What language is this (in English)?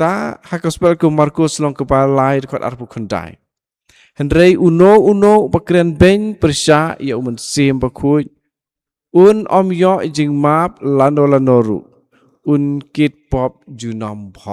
Khasi